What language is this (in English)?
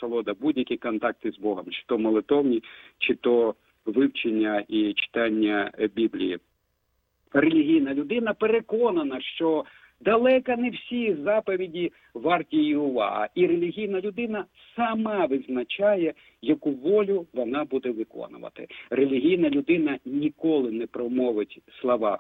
Ukrainian